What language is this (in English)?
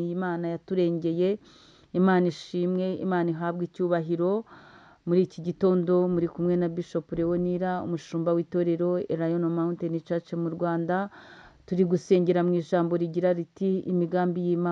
Kinyarwanda